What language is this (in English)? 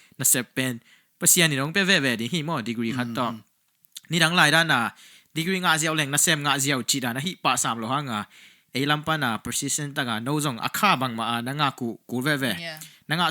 Tedim Chin